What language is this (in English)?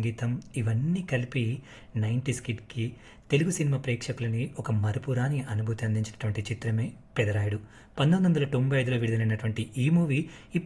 Telugu